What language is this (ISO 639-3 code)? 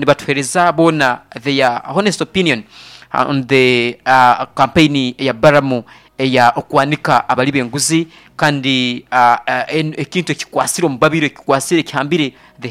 nyn